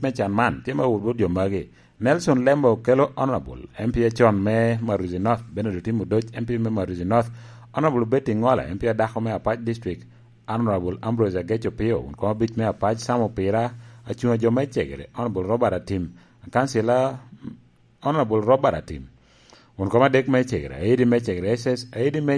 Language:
Lango (Uganda)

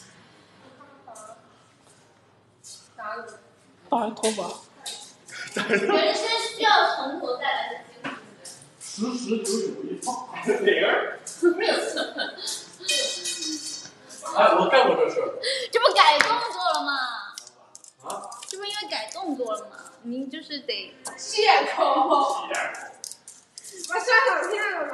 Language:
Chinese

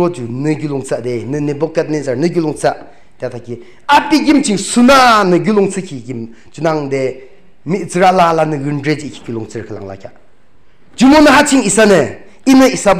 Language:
Yimchungru Naga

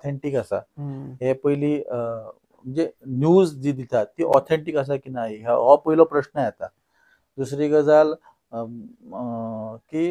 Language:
Konkani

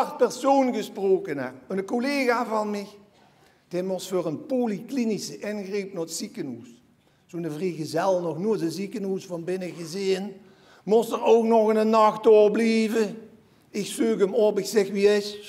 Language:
Limburgish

